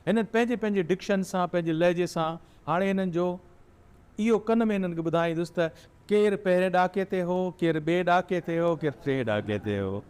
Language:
Sindhi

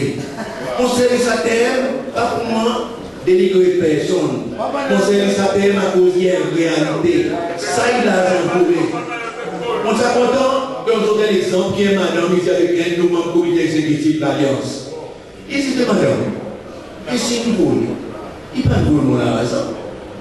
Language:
Seselwa Creole French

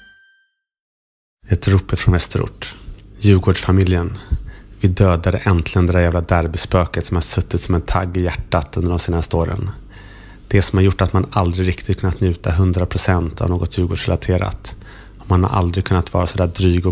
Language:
Swedish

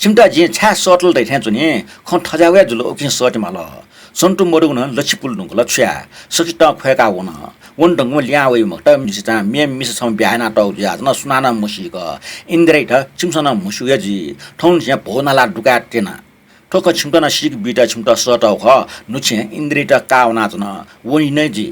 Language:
Newari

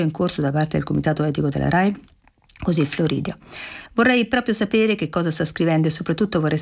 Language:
Italian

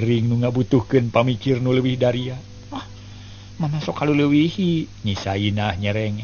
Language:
Sundanese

